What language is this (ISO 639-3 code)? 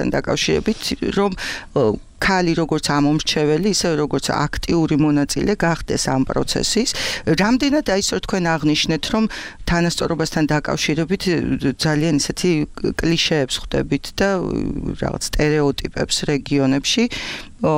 kat